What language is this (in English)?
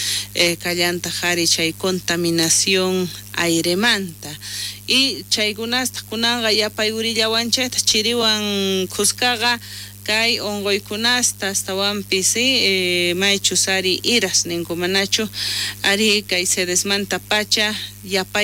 South Bolivian Quechua